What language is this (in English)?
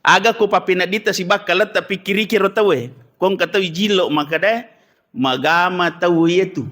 Buginese